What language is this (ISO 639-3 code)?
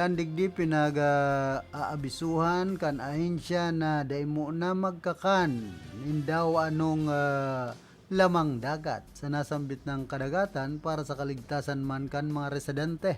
bik